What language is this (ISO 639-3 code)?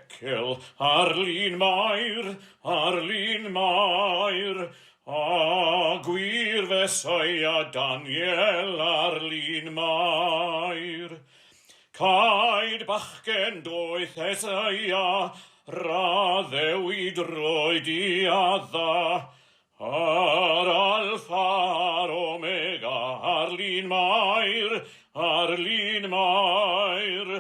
cym